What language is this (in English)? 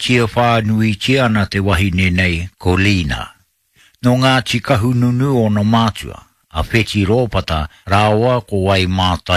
Māori